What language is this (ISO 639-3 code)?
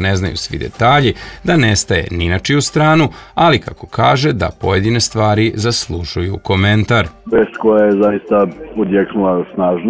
srp